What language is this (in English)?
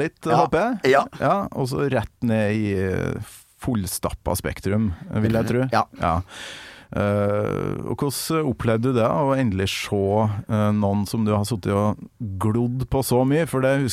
Norwegian